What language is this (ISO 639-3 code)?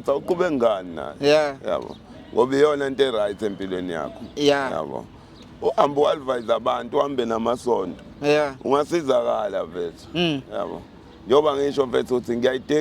zul